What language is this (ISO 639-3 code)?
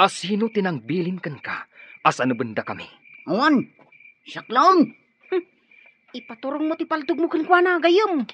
ilo